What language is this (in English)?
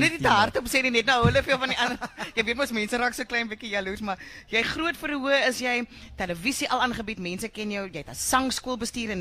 Afrikaans